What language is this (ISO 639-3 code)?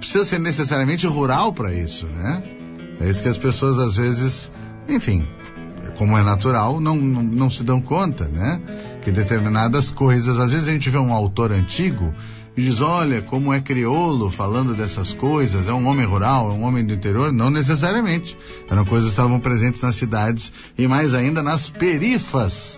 por